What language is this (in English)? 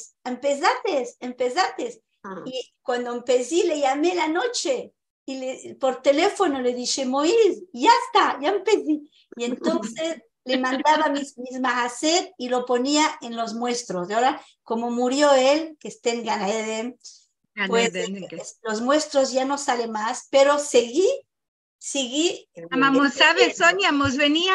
Ladino